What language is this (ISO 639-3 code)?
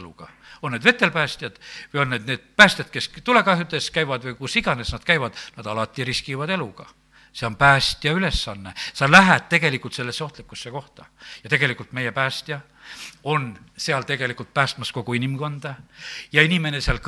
est